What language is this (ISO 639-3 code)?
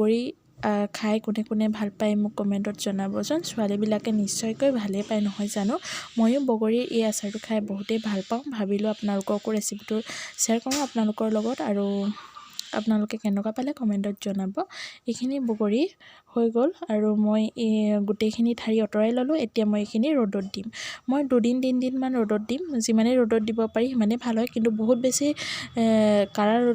asm